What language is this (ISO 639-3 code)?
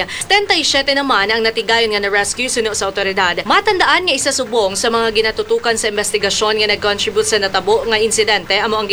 hil